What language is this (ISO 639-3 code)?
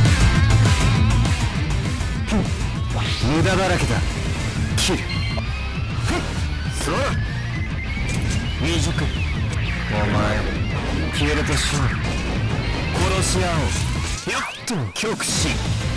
jpn